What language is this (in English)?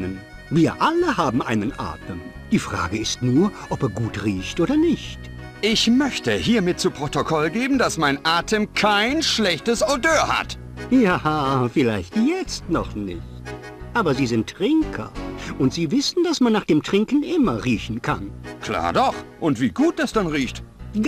Bavarian